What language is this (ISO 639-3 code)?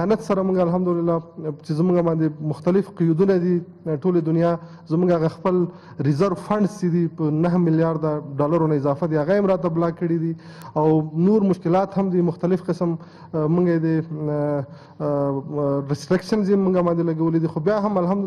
pus